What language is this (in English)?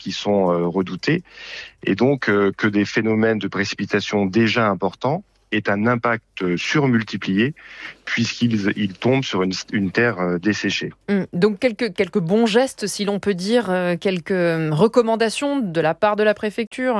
French